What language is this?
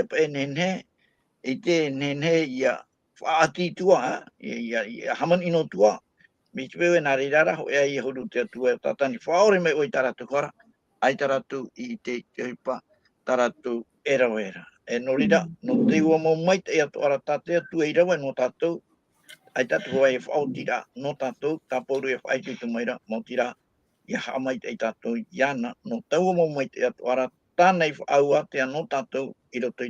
Tahitian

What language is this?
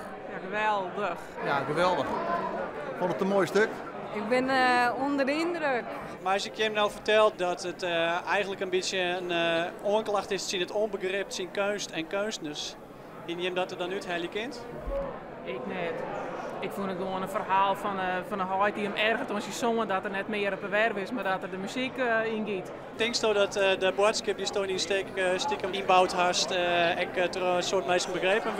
Western Frisian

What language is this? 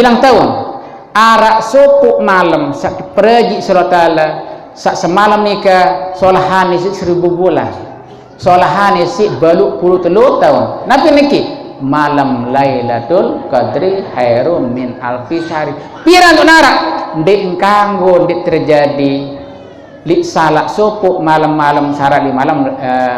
Sasak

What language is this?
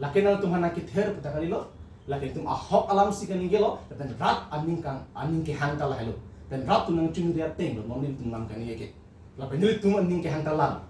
Karbi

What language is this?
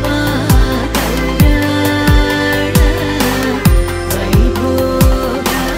Telugu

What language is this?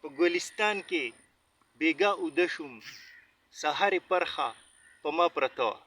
Pashto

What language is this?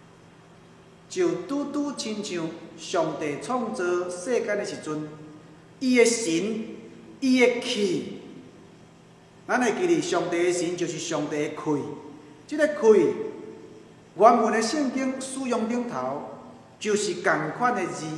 Min Nan Chinese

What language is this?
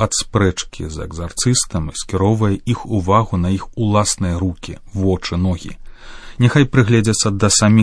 Belarusian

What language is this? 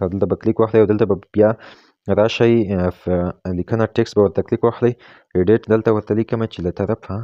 Pashto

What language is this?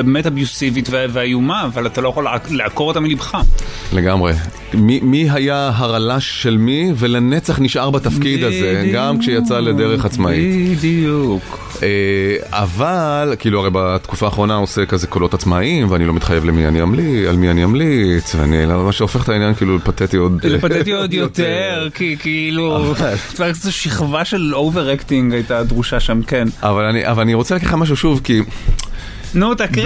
Hebrew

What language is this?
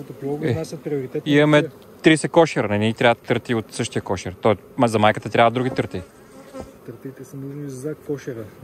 Bulgarian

